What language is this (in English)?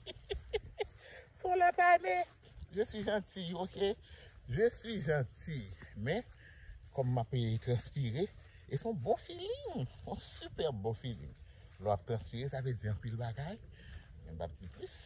Haitian Creole